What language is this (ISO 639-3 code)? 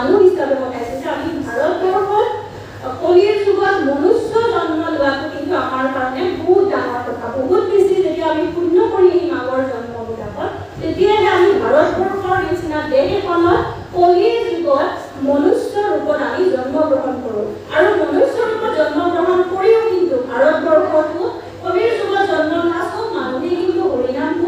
asm